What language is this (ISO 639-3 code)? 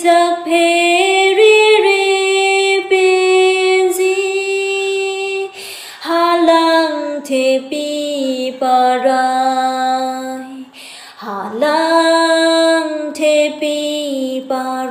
mjw